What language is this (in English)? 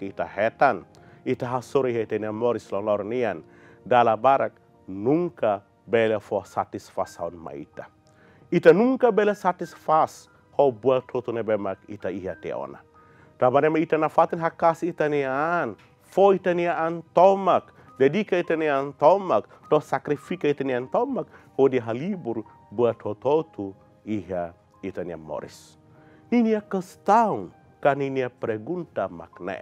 Tetum